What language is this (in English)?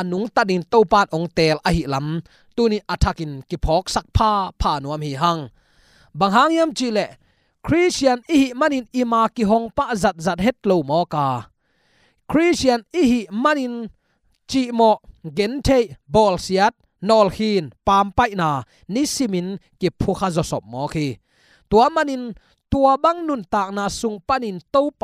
Tedim Chin